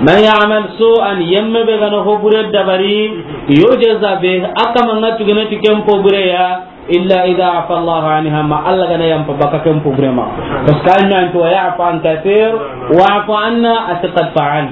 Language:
Soninke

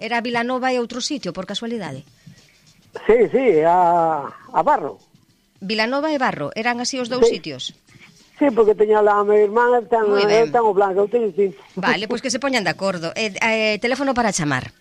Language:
Galician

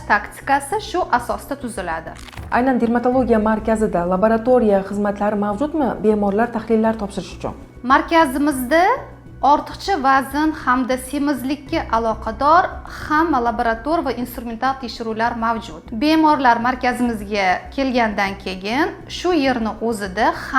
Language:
Uzbek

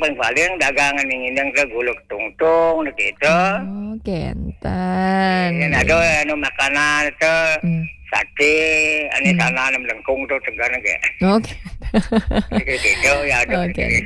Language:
Balinese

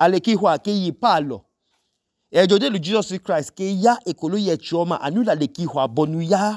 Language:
Idoma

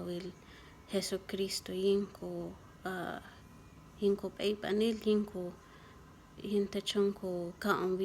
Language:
Q'anjob'al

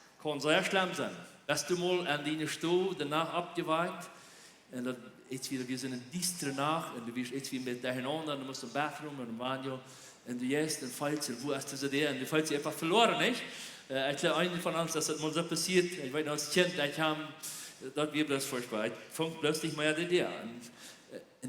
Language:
Plautdietsch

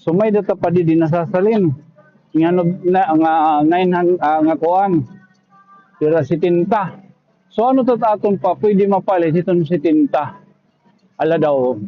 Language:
Waray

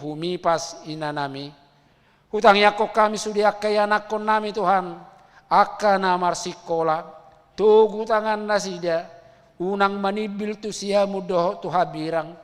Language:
Batak Toba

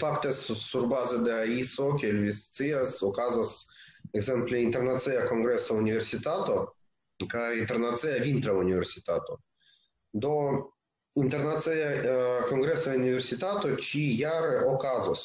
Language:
Esperanto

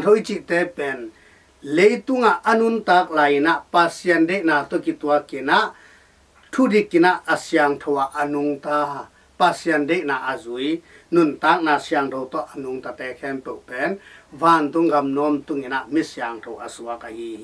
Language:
Tedim Chin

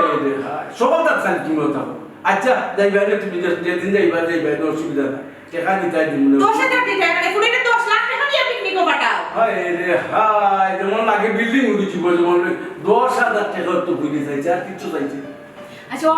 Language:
Sylheti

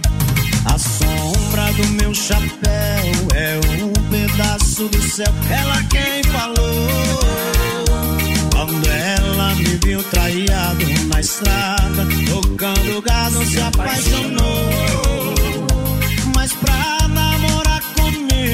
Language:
Portuguese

